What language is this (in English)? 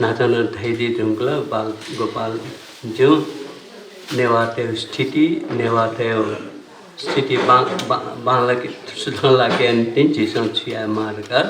Newari